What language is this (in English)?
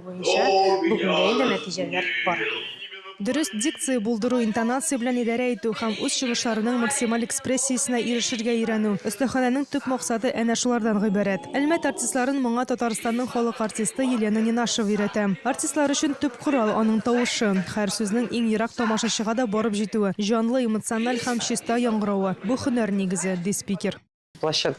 Tatar